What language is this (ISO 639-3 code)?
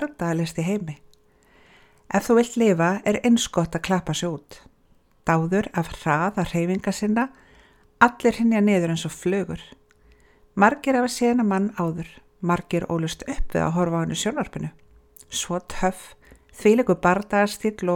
isl